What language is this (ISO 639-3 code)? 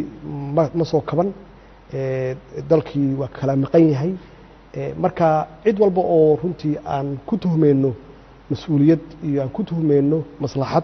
som